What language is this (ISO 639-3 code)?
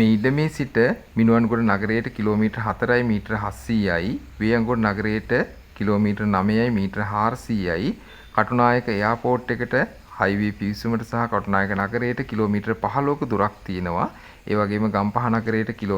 sin